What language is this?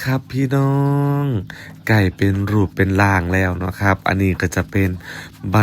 Northeastern Thai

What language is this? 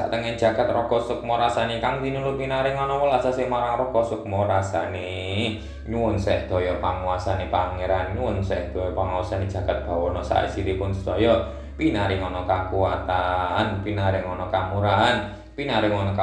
Javanese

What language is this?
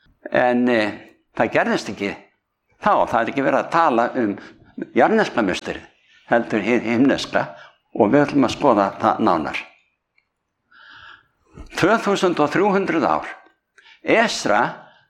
Icelandic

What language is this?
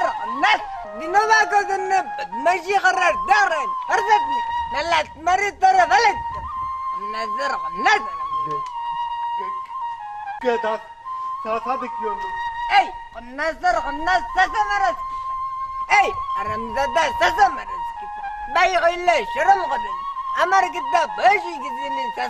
Sylheti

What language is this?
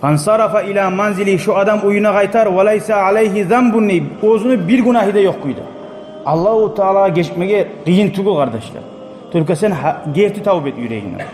Kumyk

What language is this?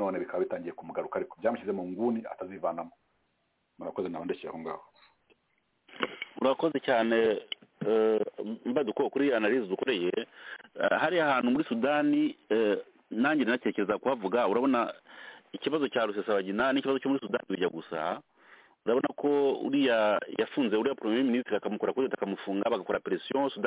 Kinyarwanda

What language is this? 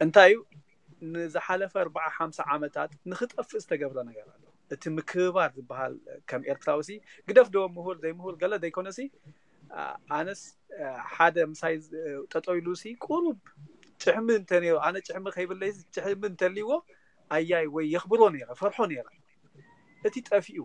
Tigrinya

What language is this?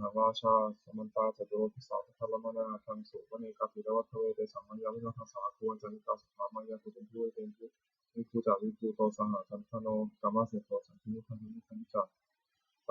Pali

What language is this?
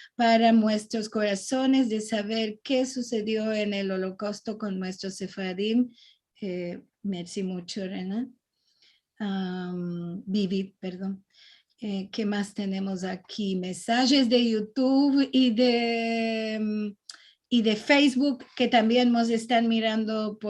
Ladino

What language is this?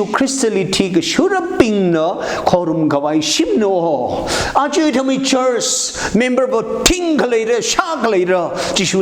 Tangkhul Naga (India)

